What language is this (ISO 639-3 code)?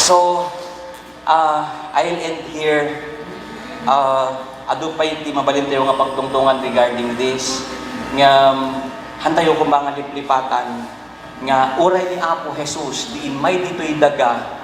ilo